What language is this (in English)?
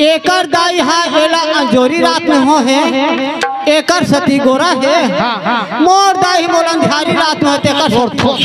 Chhattisgarhi